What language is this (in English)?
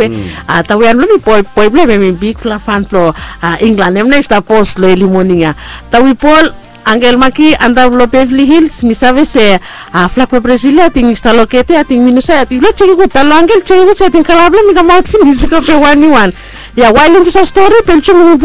Bislama